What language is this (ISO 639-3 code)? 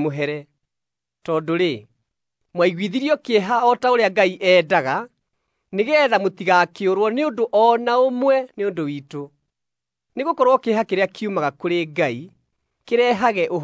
kik